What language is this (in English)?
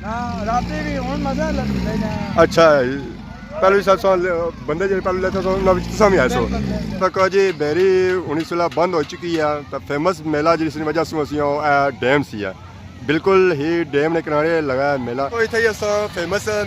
Pahari-Potwari